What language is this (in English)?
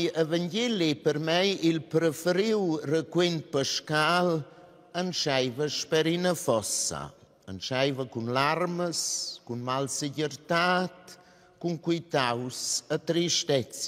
Romansh